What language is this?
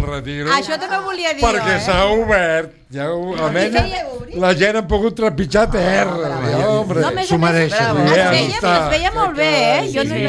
Catalan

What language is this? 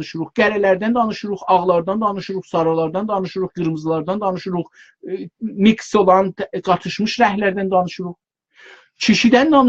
South Azerbaijani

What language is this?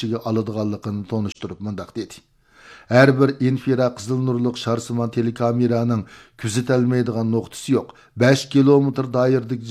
Uyghur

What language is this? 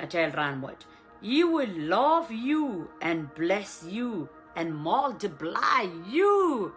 Pohnpeian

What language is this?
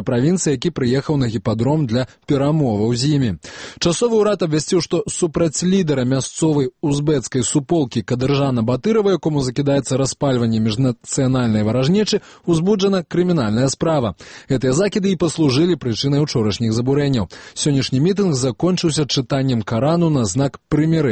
Belarusian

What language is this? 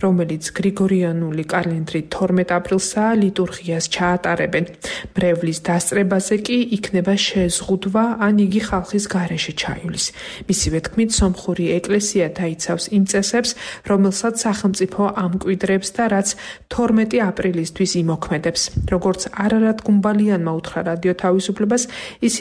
Georgian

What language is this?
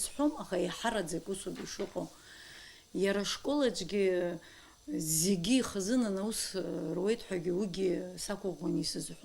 Abkhazian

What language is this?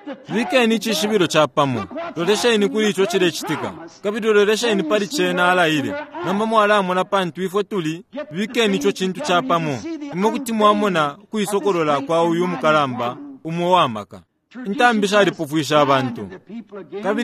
Bemba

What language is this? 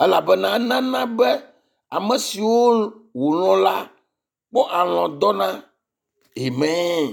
Ewe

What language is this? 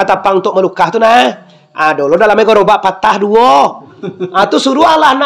Minangkabau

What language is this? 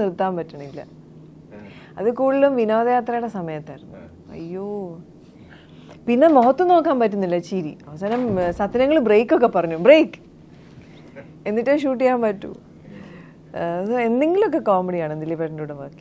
Malayalam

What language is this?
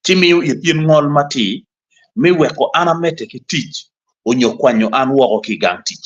Acoli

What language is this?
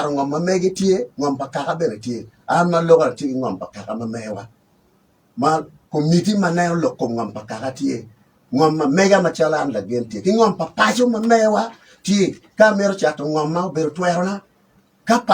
Acoli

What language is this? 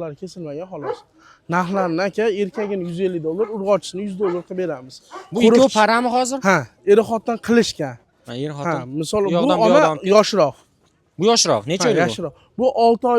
Uzbek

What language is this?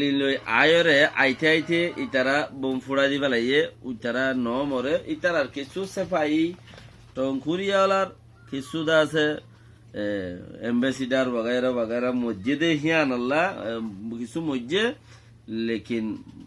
Rohingya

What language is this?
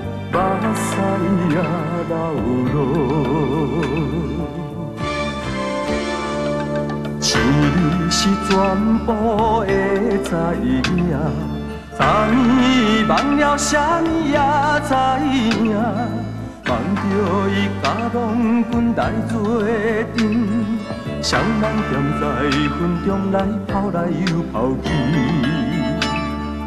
Min Nan Chinese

